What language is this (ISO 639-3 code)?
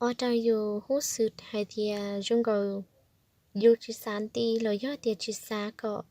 hmn